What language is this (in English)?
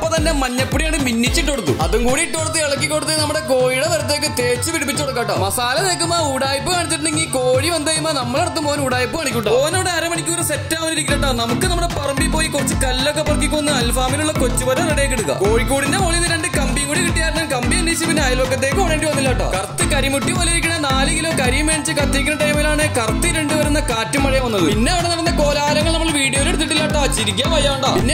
Malayalam